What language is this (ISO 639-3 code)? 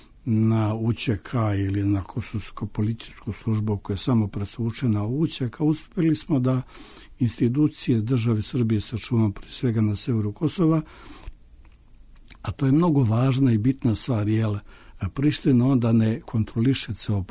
srp